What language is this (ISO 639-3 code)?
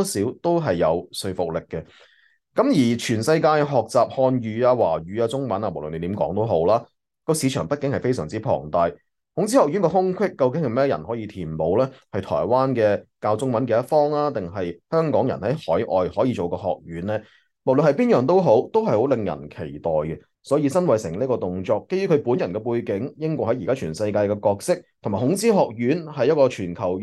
yue